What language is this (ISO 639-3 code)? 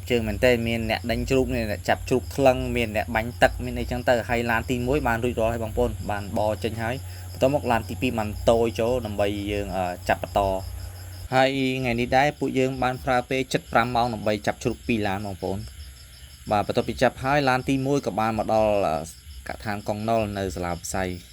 khm